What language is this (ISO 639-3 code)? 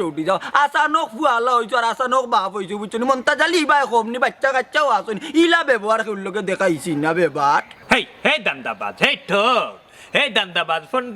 syl